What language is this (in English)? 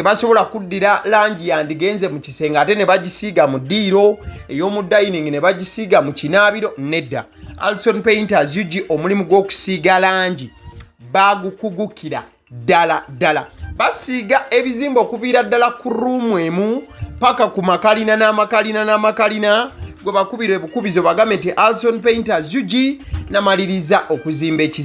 Ganda